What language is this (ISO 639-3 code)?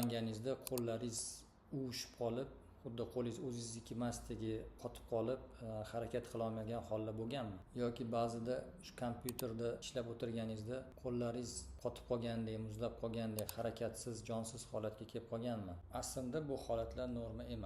uzb